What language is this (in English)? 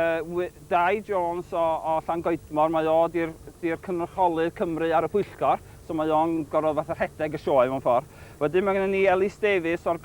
Welsh